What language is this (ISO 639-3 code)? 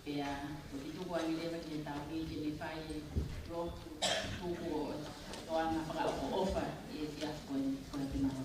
ton